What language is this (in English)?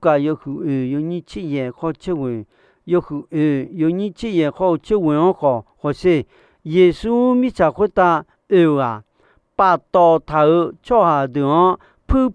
Akha